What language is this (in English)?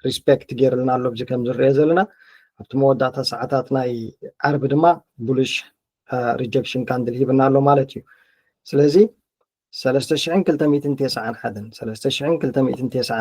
Tigrinya